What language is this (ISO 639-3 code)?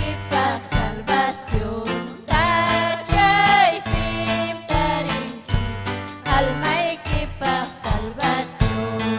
quy